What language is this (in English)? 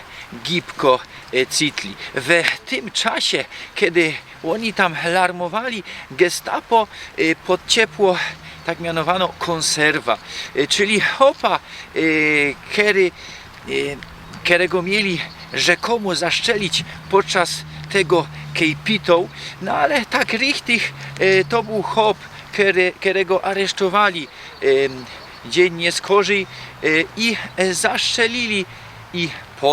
Silesian